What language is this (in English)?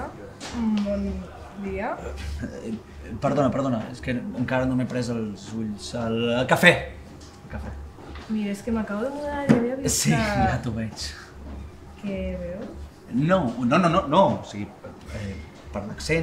Catalan